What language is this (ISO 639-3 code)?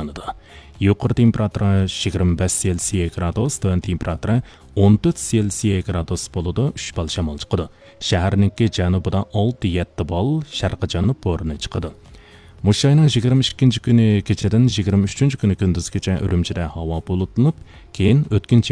uig